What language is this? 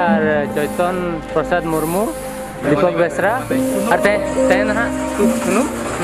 Santali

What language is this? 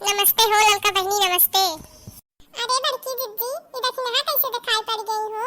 Awadhi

